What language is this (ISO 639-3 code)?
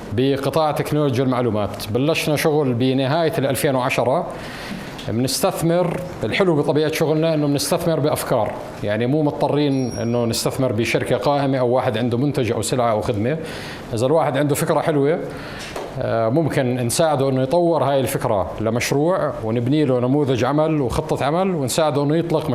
apc